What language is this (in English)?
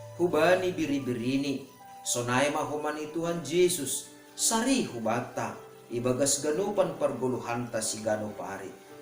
Batak Simalungun